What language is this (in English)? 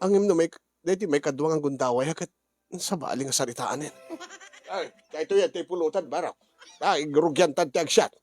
Iloko